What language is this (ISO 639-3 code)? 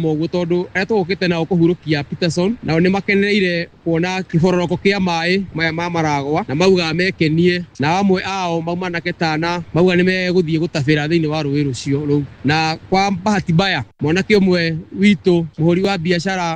kik